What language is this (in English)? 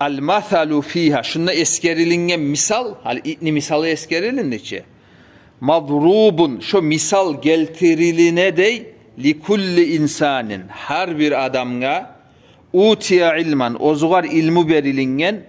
Kumyk